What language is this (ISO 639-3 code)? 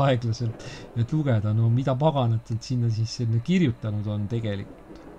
est